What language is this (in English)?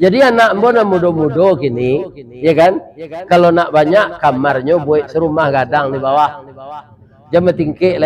Minangkabau